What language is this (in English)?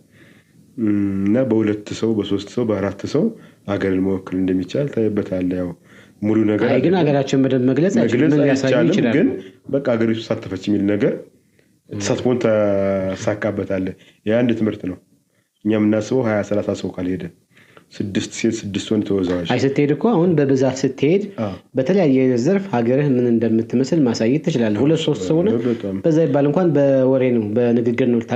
Amharic